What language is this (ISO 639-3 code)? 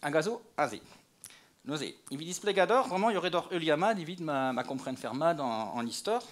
bre